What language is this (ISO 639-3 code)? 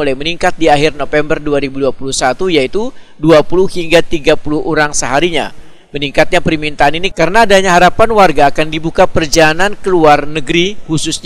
bjn